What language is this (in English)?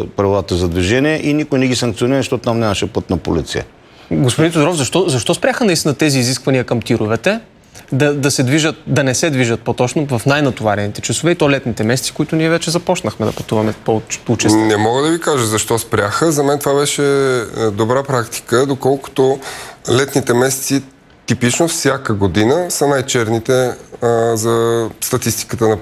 Bulgarian